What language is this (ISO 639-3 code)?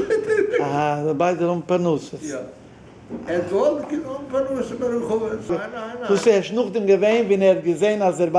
yid